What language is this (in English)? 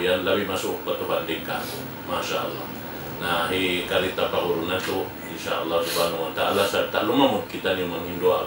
Tausug